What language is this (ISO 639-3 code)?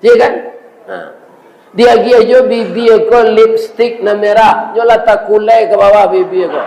min